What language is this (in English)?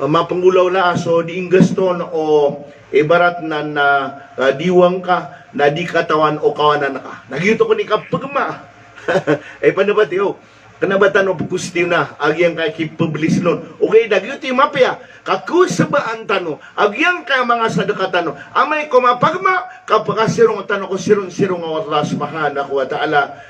Maranao